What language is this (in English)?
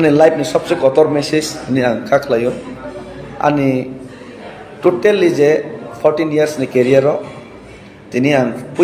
Kok Borok